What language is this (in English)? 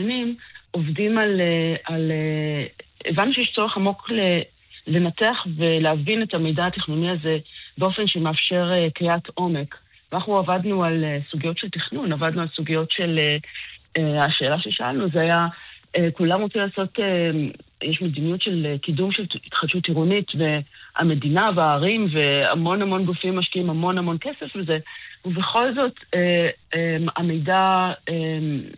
Hebrew